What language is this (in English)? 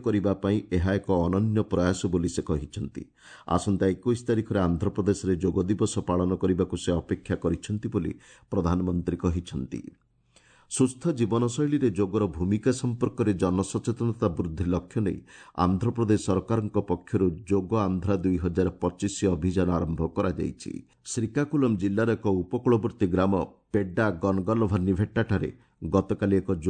Odia